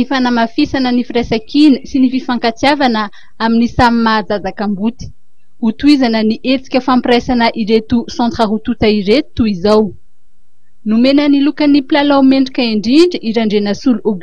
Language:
Malagasy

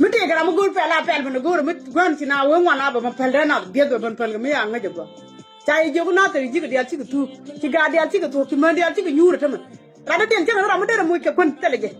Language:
Nuer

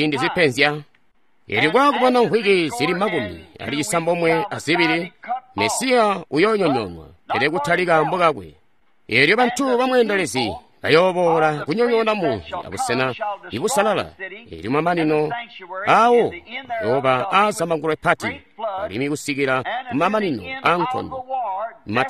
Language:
Tonga (Zambia)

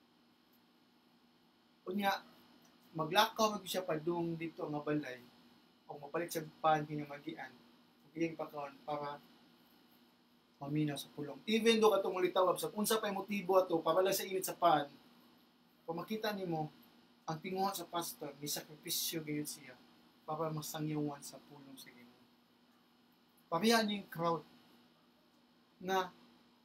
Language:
Cebuano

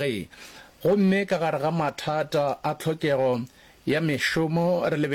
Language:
Northern Sotho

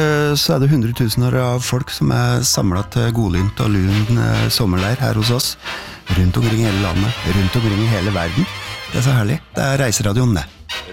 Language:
Norwegian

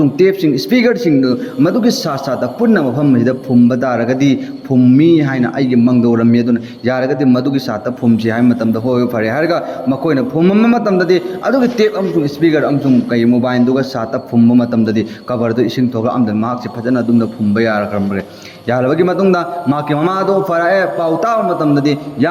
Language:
Manipuri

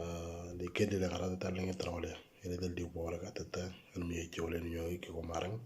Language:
Moro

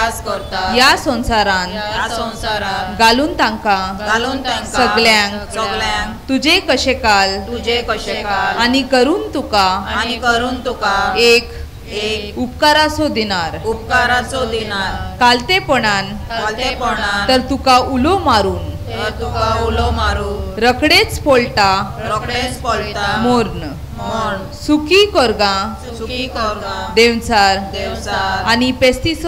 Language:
Konkani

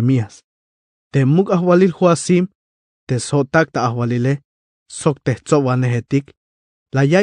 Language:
Tzeltal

